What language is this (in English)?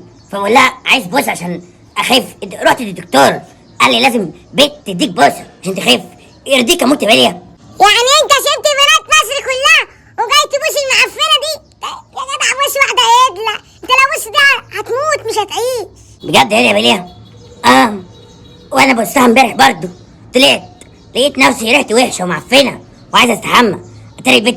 Egyptian Arabic